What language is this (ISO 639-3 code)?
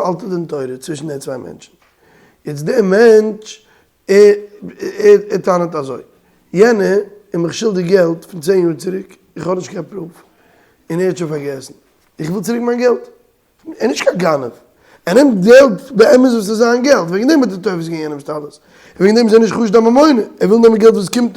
yid